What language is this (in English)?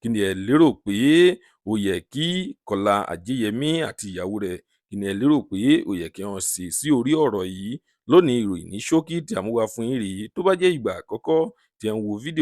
Yoruba